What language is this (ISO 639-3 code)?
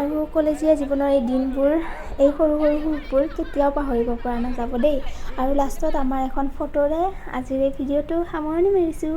asm